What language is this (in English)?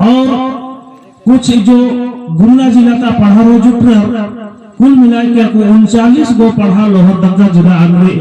Kurukh